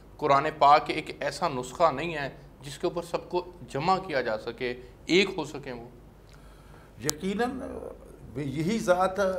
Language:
Urdu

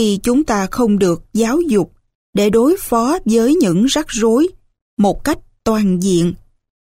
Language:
Vietnamese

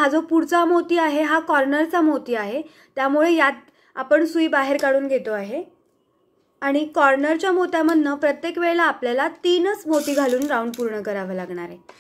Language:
Marathi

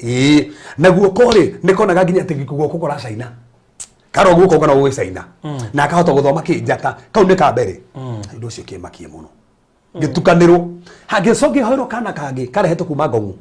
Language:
Kikuyu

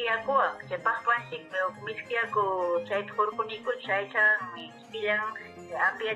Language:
Ayacucho Quechua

